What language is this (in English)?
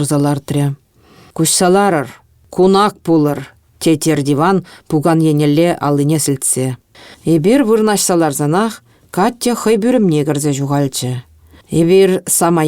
Chuvash